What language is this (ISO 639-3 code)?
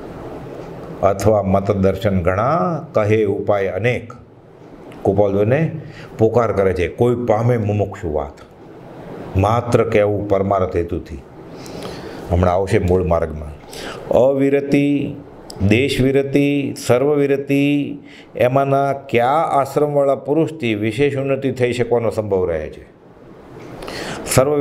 guj